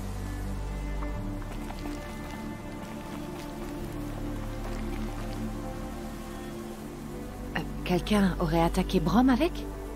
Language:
French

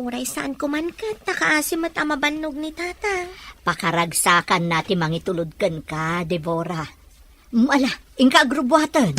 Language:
Iloko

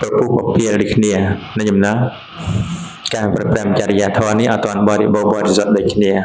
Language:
Khmer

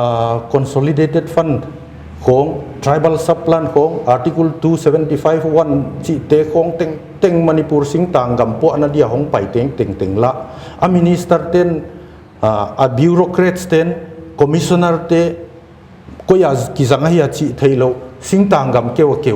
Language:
Paite Chin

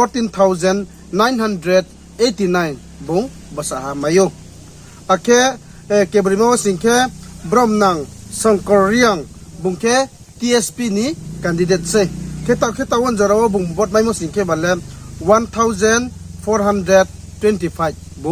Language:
Riang (India)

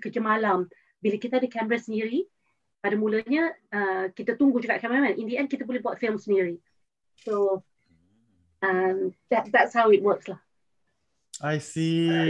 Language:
Malay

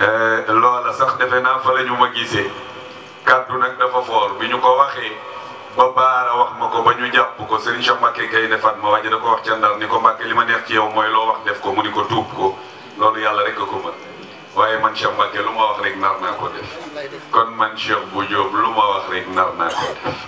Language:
Wolof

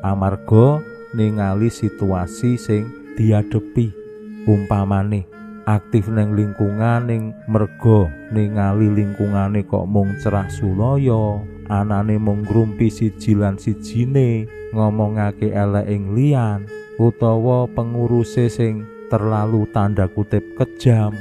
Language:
Javanese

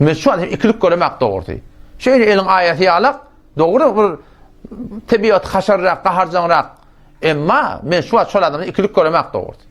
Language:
Turkmen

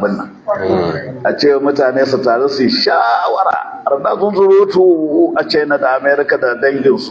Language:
Hausa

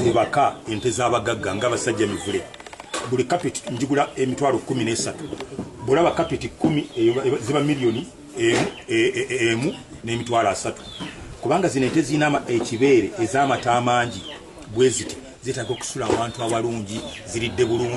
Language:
Ganda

